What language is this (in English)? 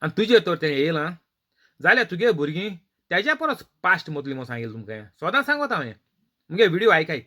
Konkani